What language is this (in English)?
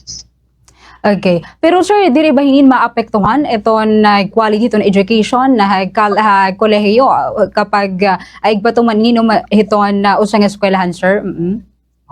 Waray